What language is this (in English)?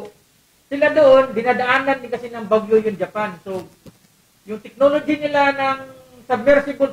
Filipino